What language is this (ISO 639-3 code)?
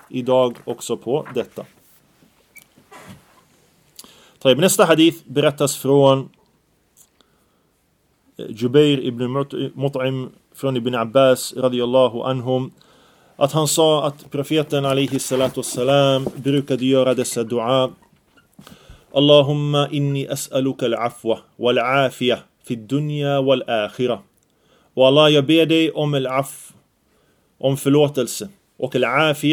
swe